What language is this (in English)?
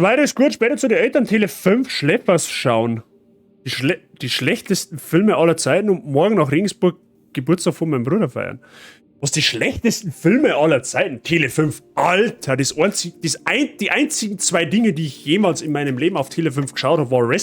Bavarian